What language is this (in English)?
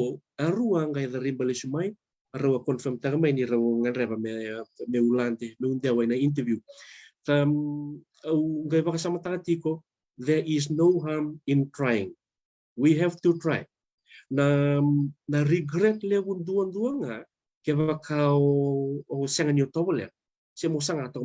Fijian